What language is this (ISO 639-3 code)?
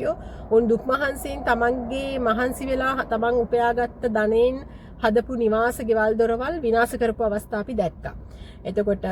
sin